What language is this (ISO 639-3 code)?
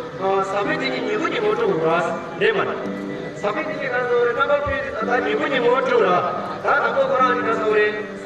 bod